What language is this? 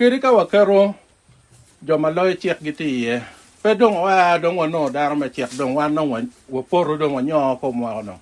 Acoli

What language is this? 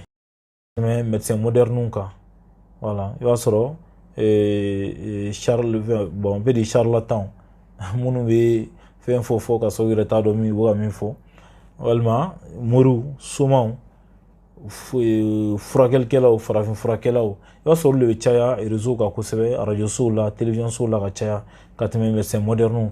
Bambara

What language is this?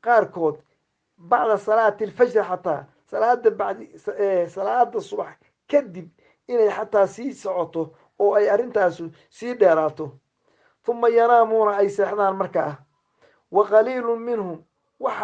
Somali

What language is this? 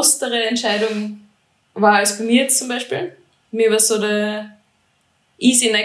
German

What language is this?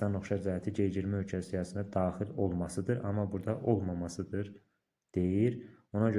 Azerbaijani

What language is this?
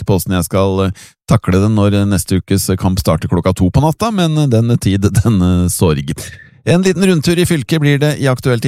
Norwegian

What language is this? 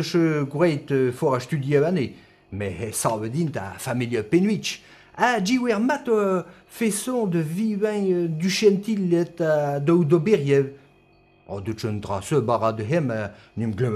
Breton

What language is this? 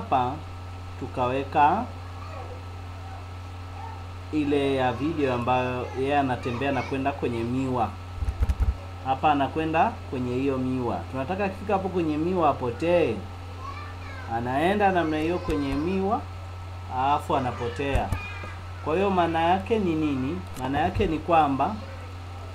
Swahili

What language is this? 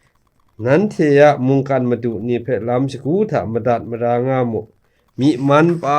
Kachin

